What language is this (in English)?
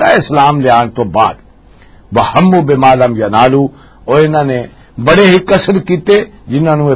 Western Panjabi